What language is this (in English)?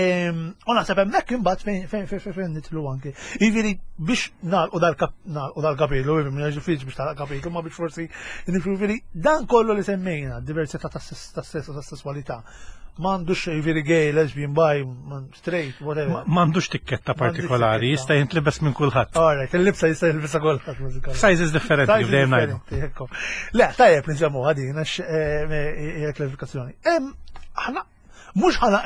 Maltese